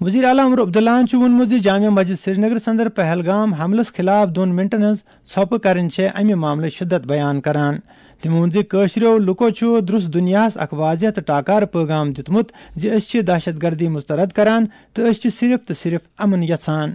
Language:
Kashmiri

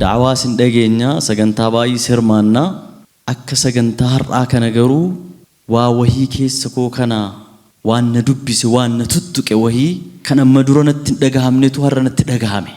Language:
Oromo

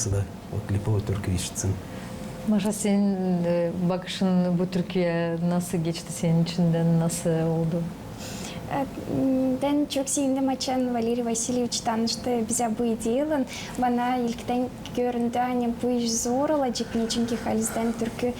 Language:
Gagauz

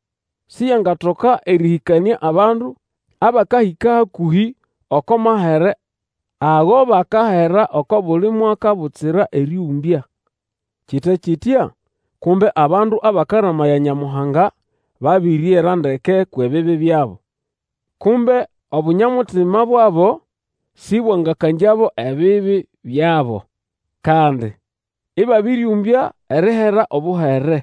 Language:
Nande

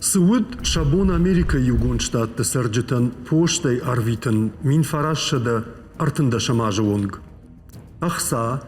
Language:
Ossetic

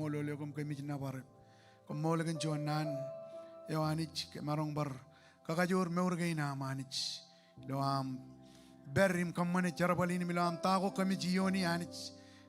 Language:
Marshallese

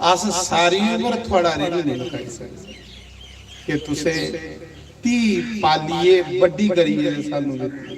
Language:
Dogri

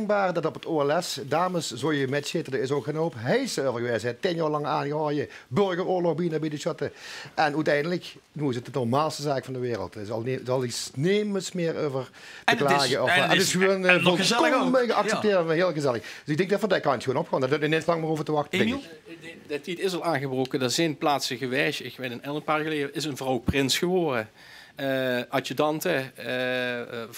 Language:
Limburgish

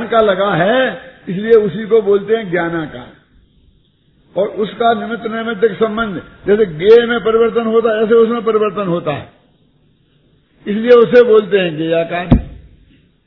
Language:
Hindi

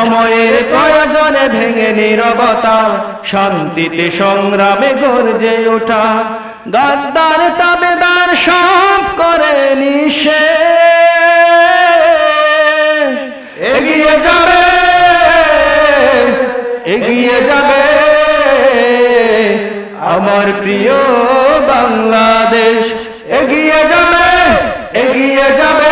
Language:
Bangla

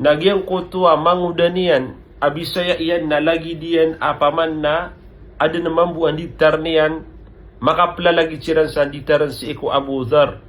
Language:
Maranao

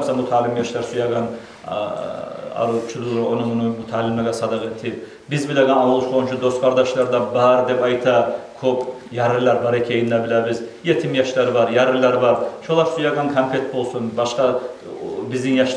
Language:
Kumyk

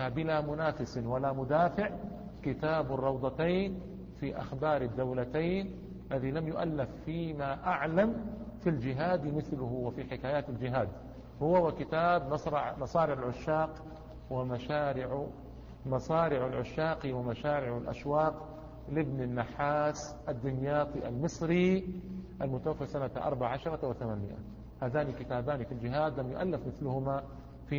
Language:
Arabic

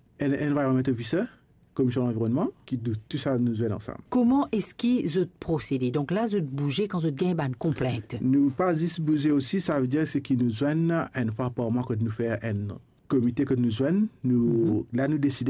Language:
Morisyen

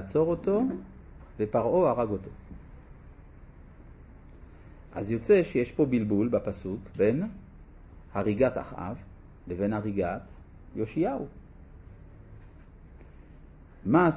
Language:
Hebrew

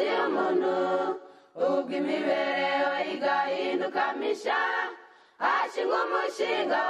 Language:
Kinyarwanda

